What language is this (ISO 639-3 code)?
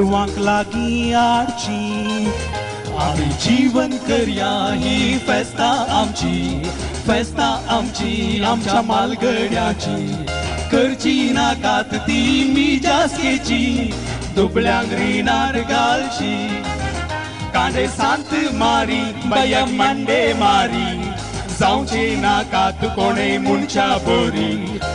kok